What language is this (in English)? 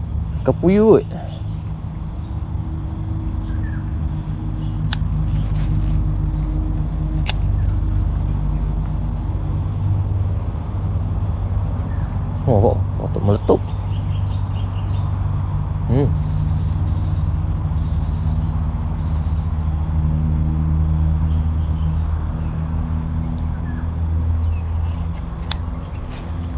Malay